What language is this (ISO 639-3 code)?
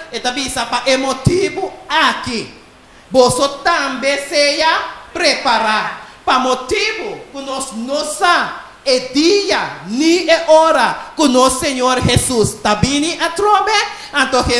pap